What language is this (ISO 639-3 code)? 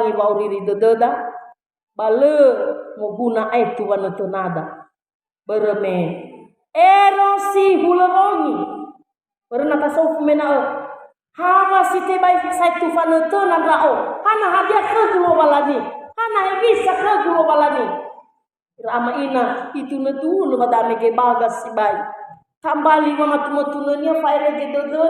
nia